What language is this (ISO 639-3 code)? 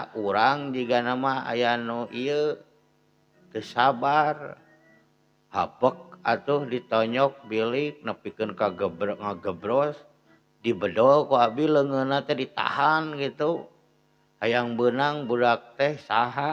sun